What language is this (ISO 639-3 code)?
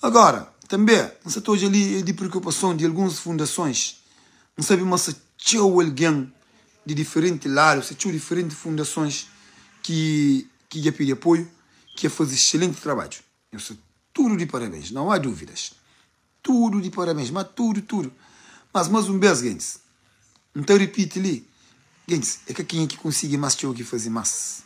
kea